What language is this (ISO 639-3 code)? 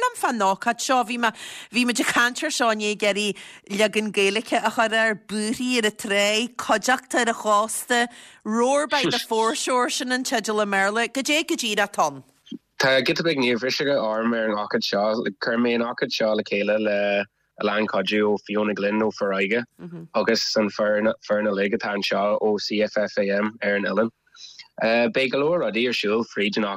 gle